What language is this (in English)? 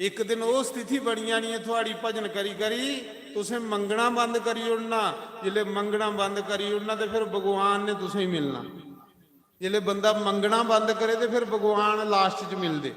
Dogri